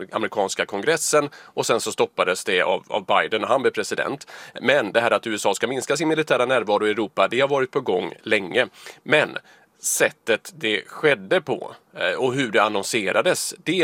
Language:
Swedish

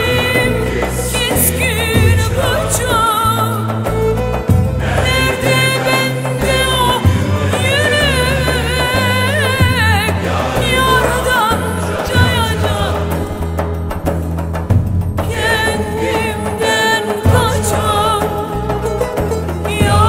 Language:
Turkish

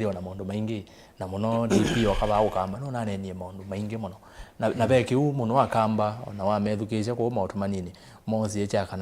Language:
Kamba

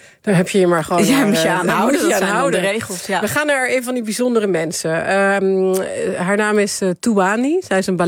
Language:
Dutch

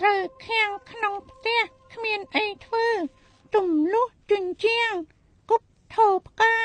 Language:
Khmer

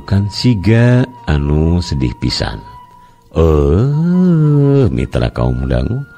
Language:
Sundanese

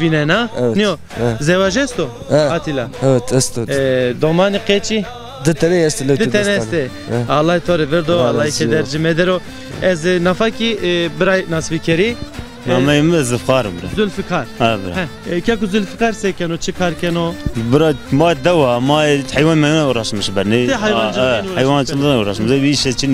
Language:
Zaza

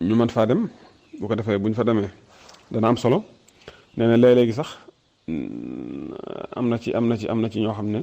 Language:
Wolof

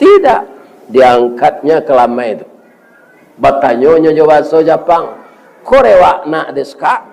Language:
Minangkabau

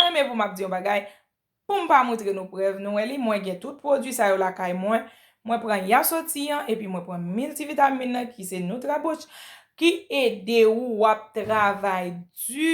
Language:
Haitian Creole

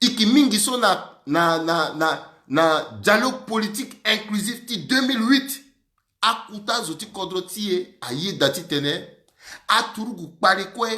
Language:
Sango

